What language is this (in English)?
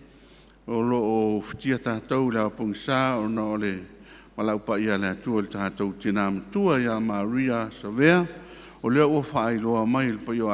Samoan